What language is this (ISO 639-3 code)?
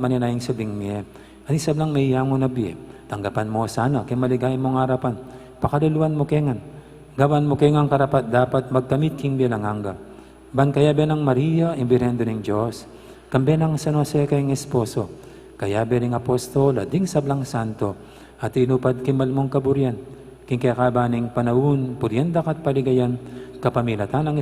pam